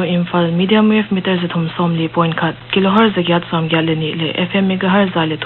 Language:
Paite Chin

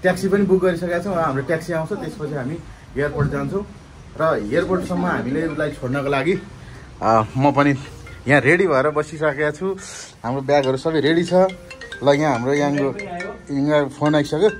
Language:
Nepali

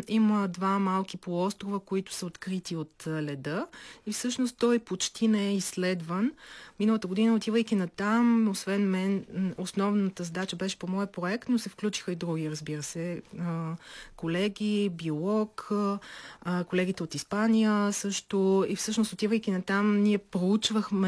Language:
Bulgarian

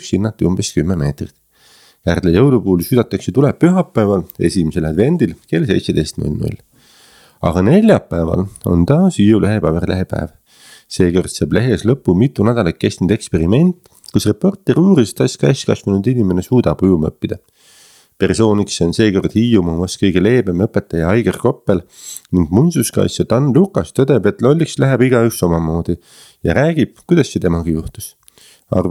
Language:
Estonian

